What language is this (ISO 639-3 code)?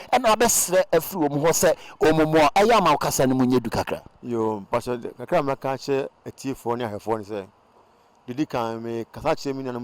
aka